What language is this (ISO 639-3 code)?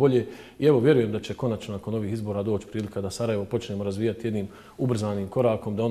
bos